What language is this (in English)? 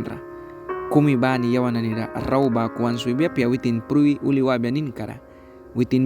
Mískito